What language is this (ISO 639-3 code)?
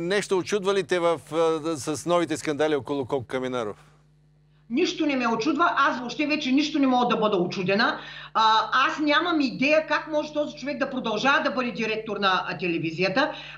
bul